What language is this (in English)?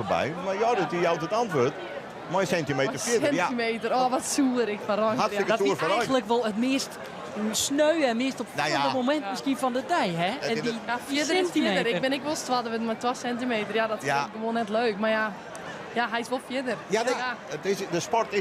Western Frisian